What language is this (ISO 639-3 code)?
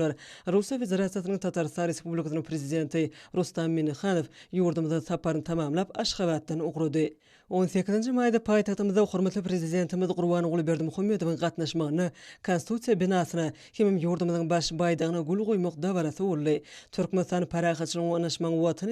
tuk